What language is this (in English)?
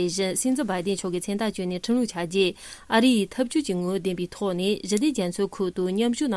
Tibetan